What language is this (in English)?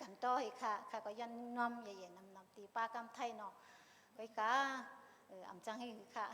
Shan